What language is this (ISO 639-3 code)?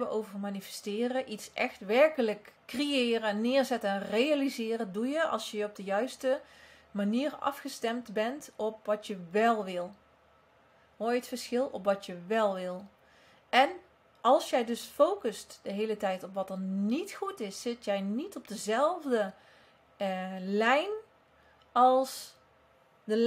nld